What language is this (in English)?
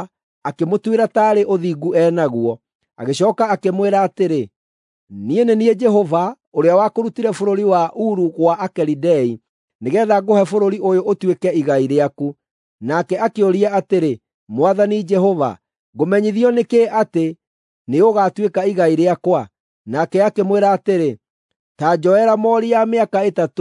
Kikuyu